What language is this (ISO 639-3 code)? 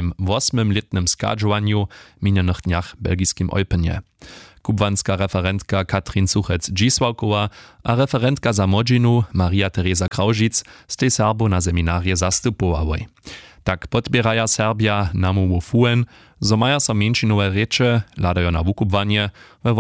hsb